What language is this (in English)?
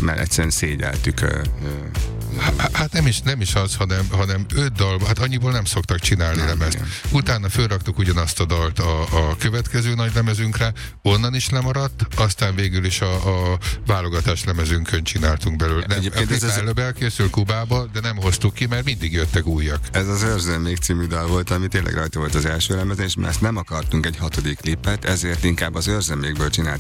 Hungarian